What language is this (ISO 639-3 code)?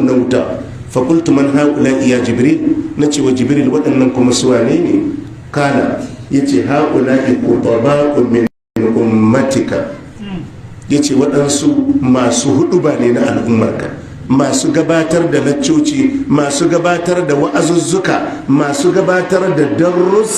hau